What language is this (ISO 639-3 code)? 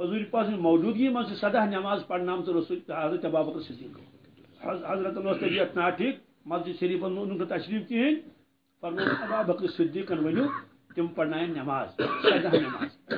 kas